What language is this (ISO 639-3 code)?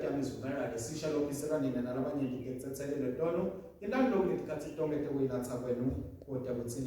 ssw